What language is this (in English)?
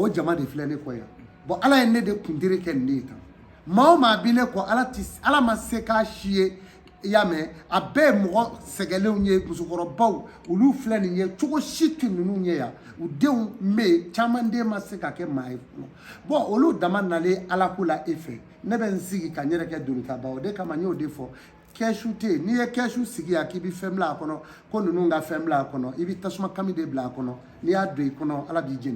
Bambara